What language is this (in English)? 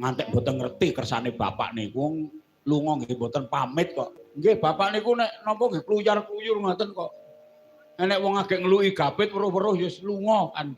Javanese